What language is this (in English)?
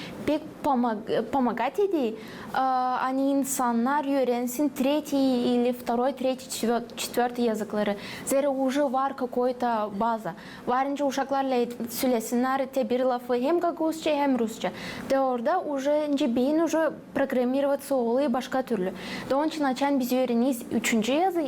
Gagauz